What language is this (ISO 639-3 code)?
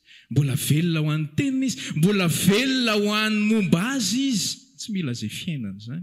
mlg